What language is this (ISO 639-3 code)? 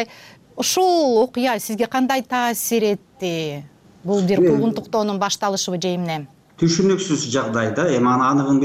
kir